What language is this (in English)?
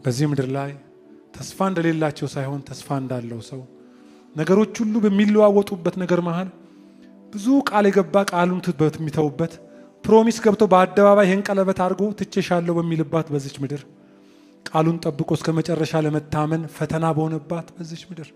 Amharic